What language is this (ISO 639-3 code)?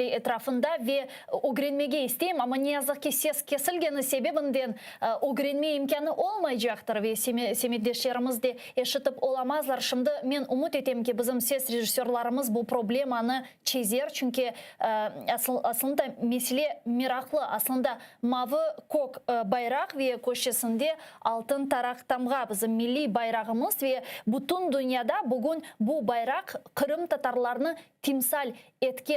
crh